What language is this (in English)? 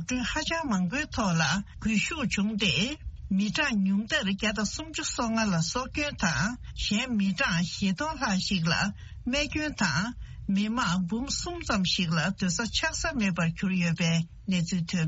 Tibetan